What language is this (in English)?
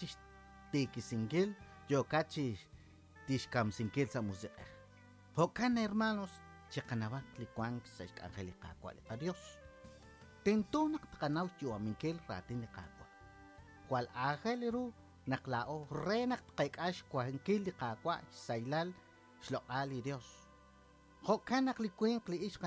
Kekchí